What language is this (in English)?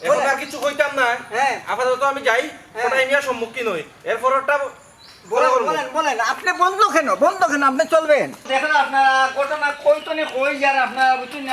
Sylheti